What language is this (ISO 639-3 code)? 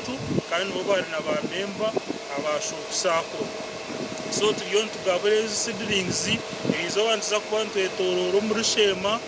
nyn